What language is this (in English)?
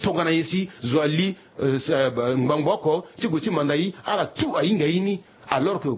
Sango